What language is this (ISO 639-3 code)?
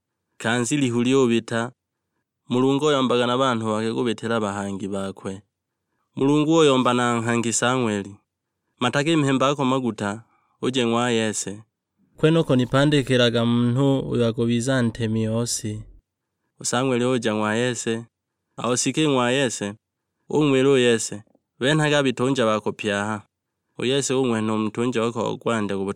suk